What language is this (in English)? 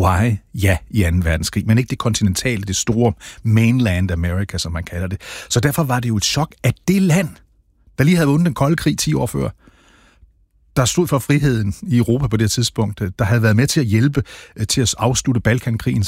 Danish